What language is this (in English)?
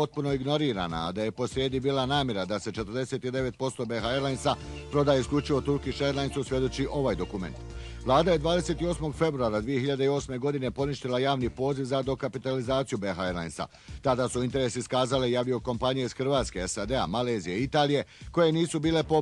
Bosnian